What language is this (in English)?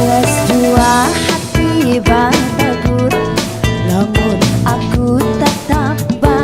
Banjar